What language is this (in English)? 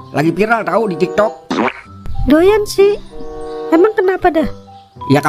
Betawi